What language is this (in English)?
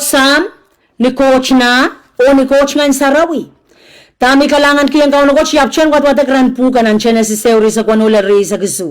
Pohnpeian